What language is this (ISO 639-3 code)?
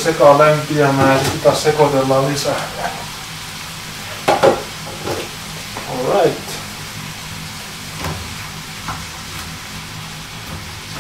fin